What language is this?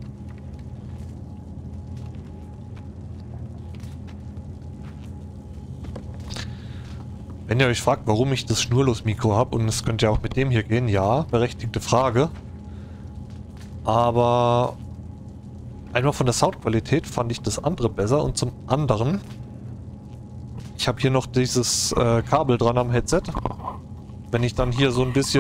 German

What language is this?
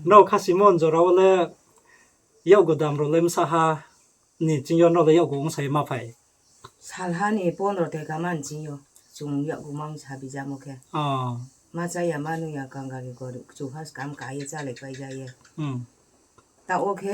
Riang (India)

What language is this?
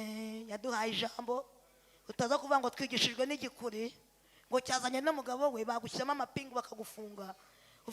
Kinyarwanda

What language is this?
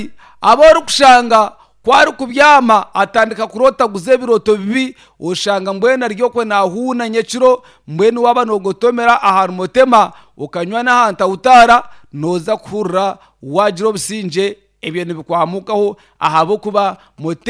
Nyankole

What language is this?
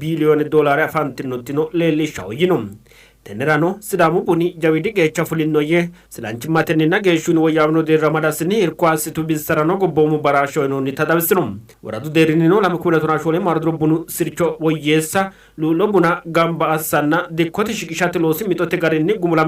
Sidamo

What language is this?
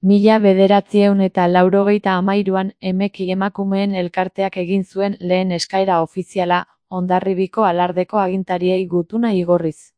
Basque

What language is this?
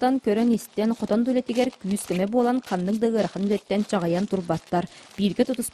Yakut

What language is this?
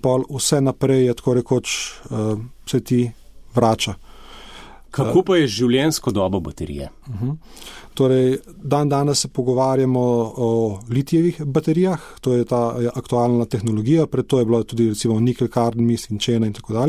Slovenian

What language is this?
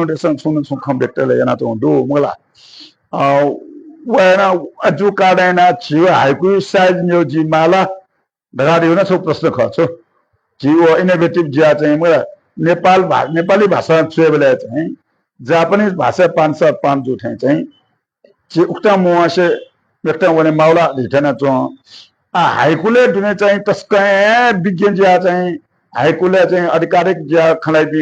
Newari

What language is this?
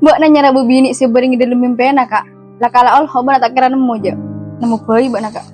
Madurese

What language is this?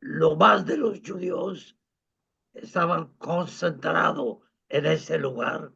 Ladino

